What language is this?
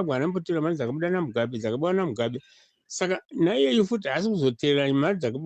Shona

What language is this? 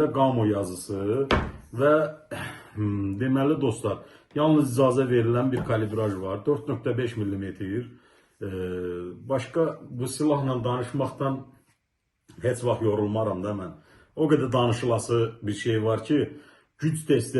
Azerbaijani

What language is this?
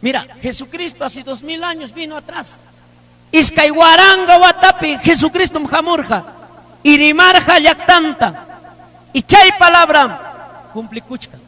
Ayacucho Quechua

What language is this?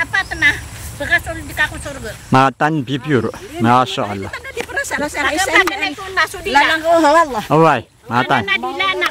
Maranao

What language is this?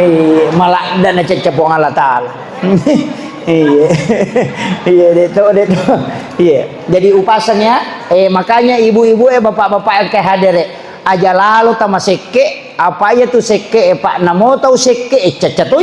Buginese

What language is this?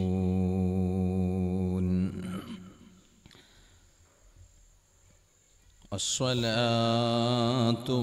Malayalam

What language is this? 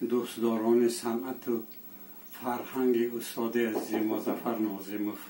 Tajik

